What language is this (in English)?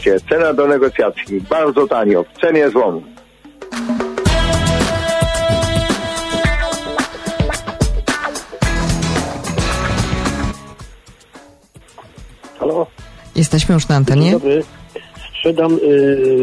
Polish